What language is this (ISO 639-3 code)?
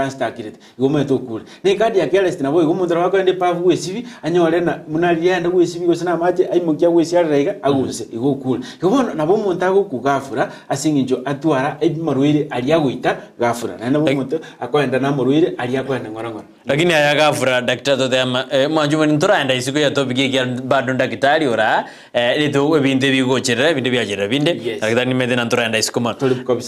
guz